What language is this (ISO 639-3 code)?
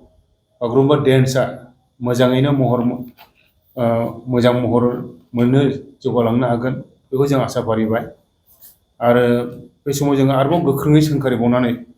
brx